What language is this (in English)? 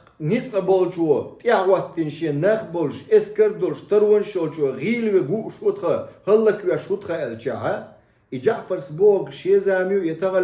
Chechen